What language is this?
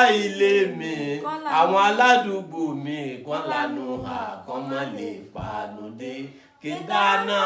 Yoruba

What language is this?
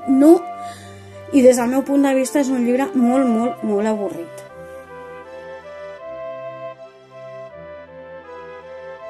Catalan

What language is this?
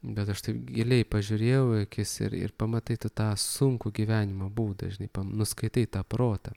Lithuanian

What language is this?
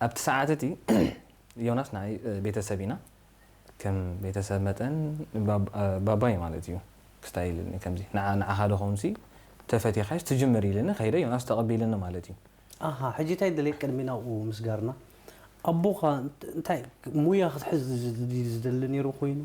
Tigrinya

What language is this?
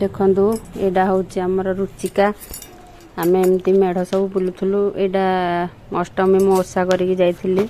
Odia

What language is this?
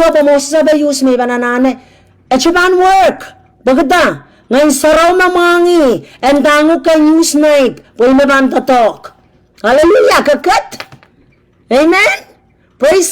Pohnpeian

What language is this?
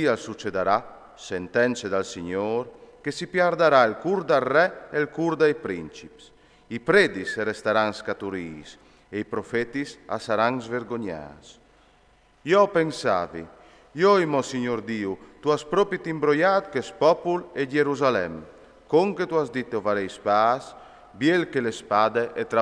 Friulian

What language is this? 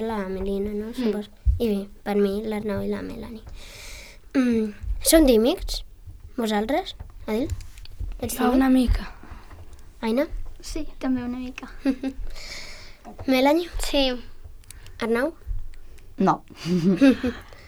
Catalan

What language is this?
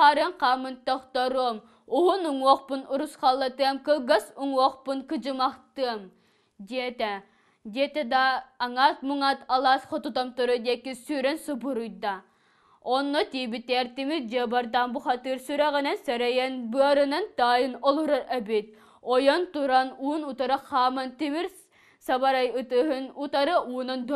Yakut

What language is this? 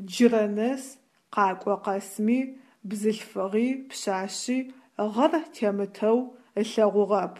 Adyghe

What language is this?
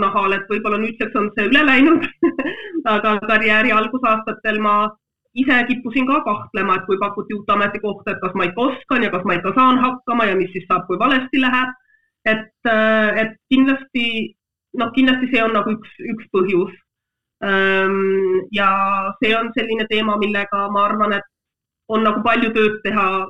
Estonian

